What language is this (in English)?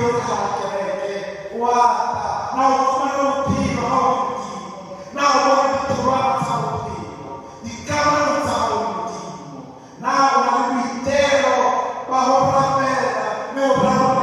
Southern Sotho